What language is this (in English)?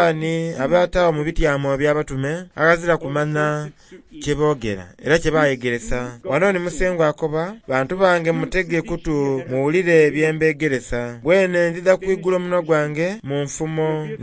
Soga